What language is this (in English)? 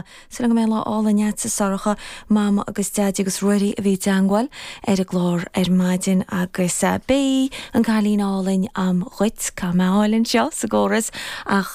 Irish